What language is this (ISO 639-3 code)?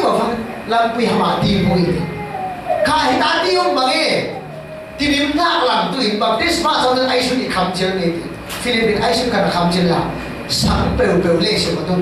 cfm